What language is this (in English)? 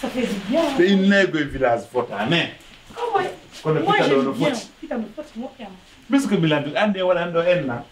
Pular